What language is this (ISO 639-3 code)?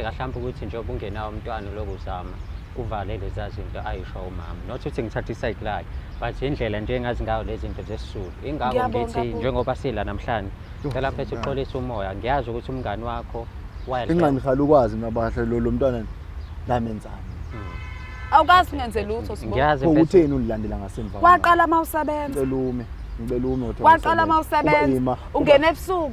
zul